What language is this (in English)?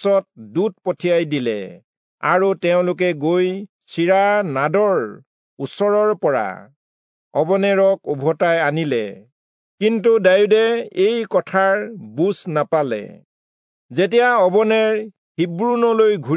Assamese